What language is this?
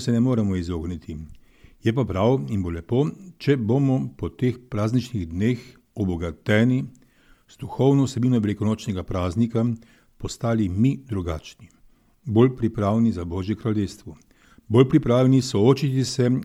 Slovenian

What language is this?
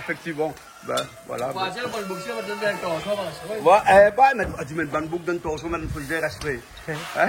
Réunion Creole French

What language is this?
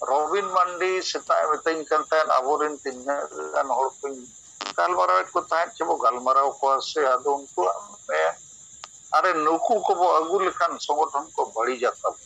Santali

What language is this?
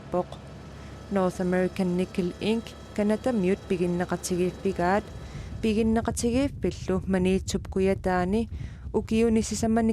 Kalaallisut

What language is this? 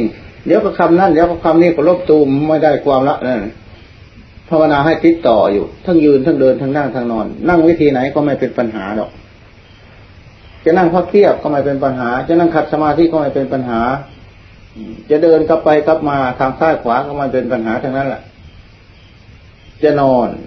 Thai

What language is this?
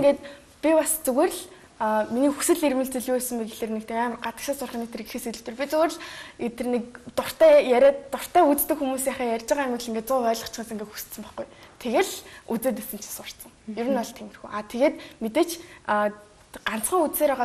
Mongolian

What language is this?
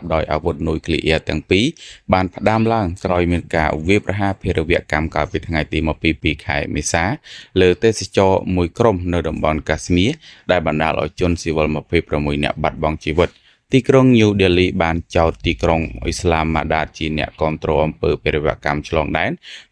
Khmer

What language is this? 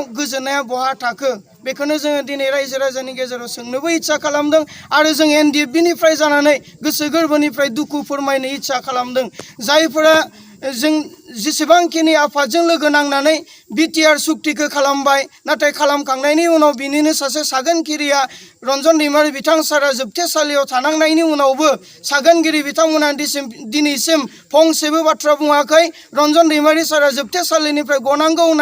Bodo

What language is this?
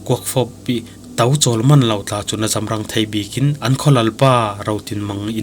Falam Chin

